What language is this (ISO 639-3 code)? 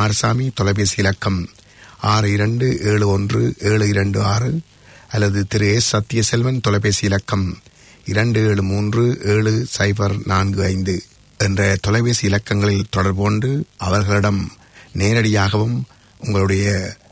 tam